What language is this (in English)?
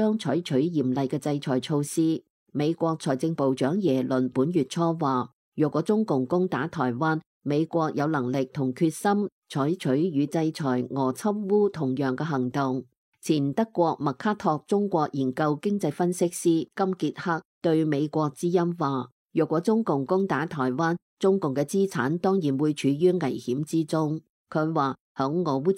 Cantonese